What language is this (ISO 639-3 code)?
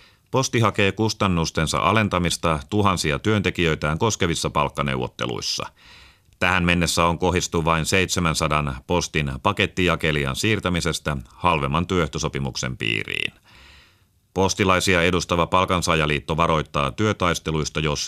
fin